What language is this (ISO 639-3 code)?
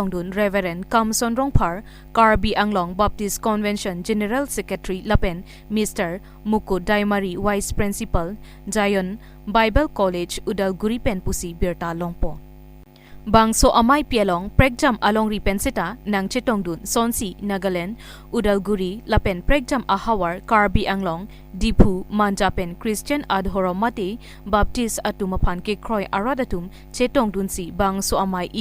mjw